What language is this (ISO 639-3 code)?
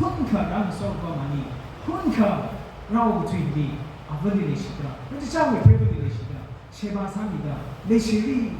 nmf